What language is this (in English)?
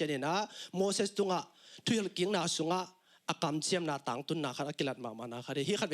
Tedim Chin